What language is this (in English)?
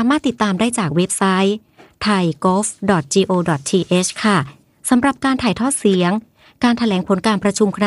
Thai